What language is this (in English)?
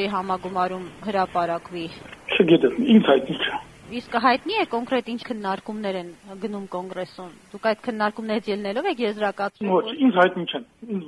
Armenian